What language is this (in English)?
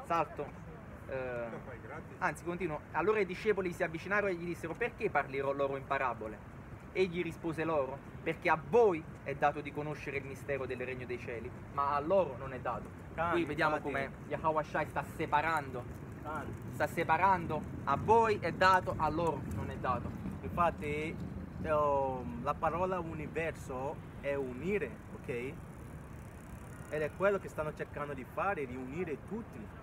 Italian